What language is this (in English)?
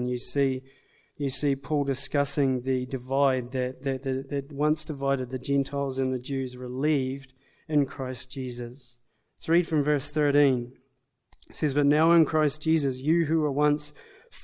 English